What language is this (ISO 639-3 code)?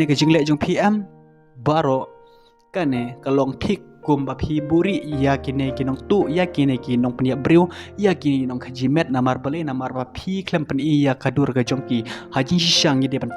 kha